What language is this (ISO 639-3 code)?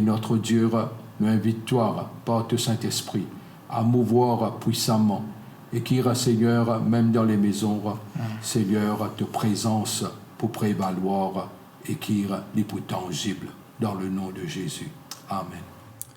mfe